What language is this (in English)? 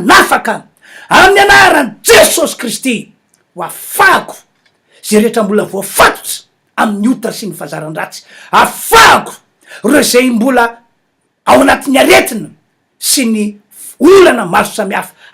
Malagasy